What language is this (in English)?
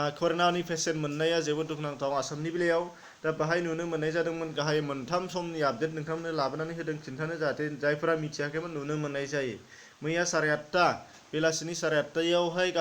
Bodo